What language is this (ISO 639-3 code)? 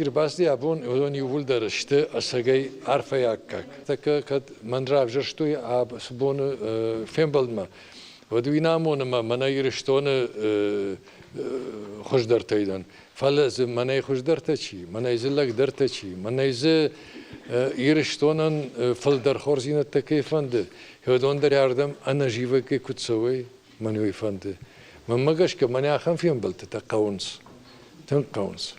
oss